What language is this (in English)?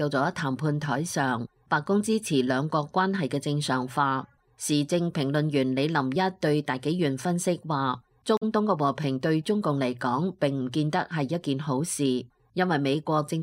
Cantonese